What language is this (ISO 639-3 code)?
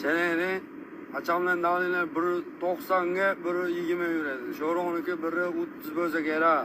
uzb